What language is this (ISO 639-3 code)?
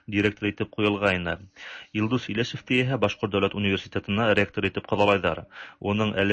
tat